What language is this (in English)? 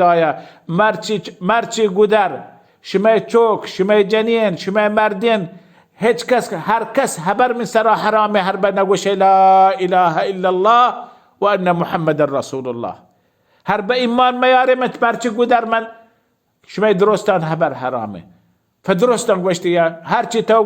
Baluchi